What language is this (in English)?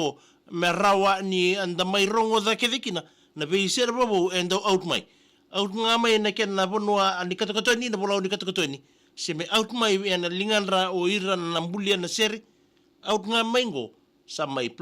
Fijian